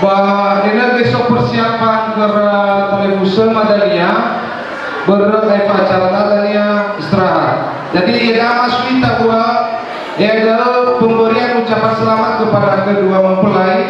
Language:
Nias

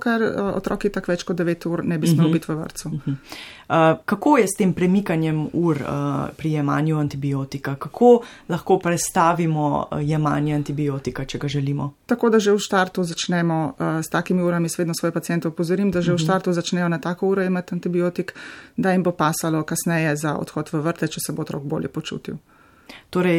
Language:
Slovenian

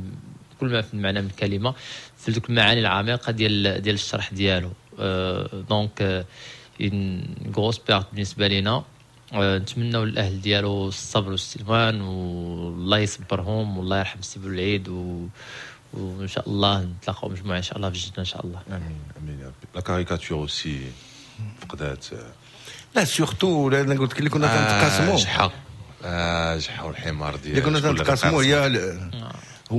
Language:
Moroccan Arabic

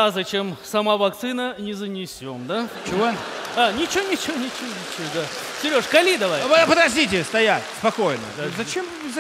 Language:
Russian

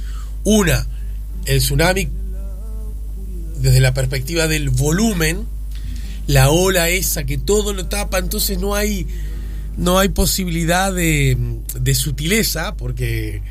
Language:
Spanish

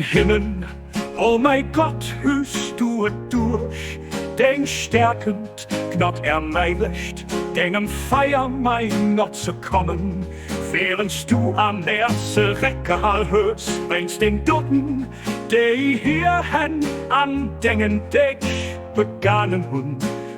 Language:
Luxembourgish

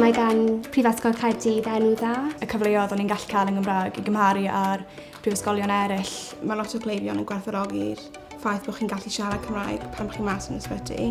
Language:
Welsh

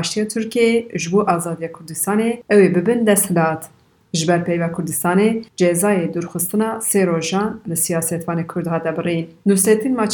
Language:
Kurdish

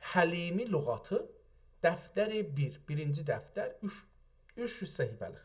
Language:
South Azerbaijani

